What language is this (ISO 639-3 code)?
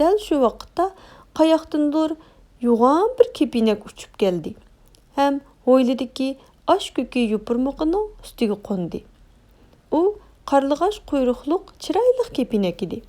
uig